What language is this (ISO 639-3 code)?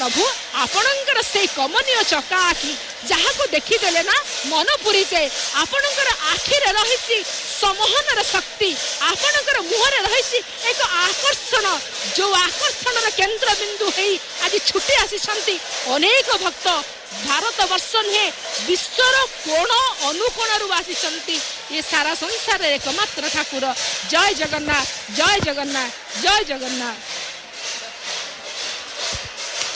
ori